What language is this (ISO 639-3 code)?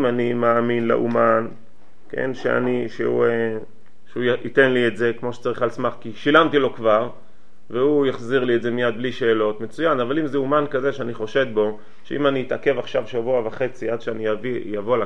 heb